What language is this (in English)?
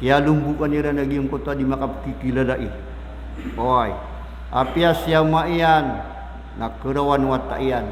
Maranao